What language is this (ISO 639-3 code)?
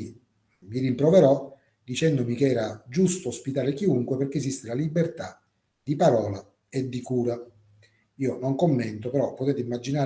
ita